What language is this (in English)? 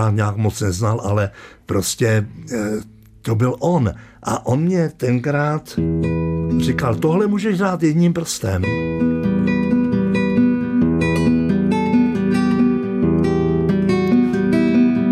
Czech